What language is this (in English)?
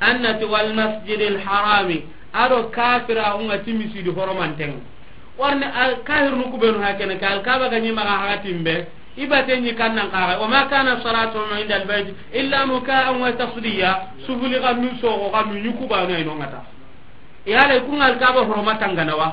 Soninke